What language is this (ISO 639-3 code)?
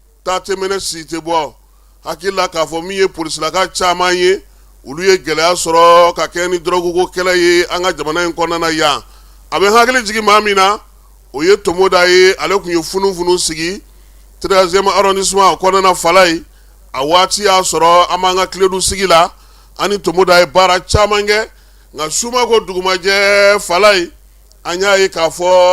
bam